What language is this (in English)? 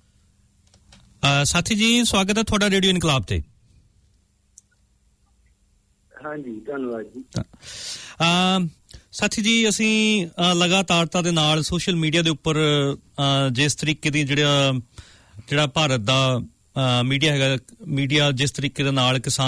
Punjabi